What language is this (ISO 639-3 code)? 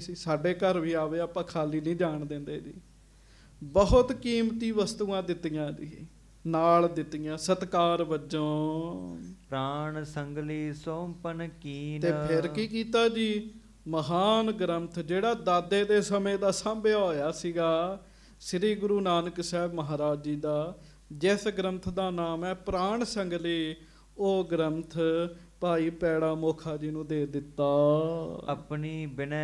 pan